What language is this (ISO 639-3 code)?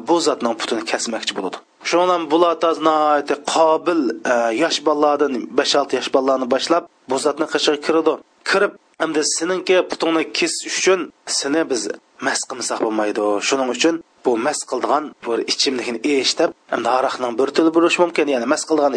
uig